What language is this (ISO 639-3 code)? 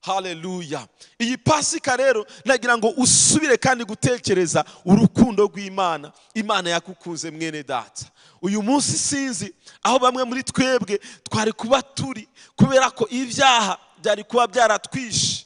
kin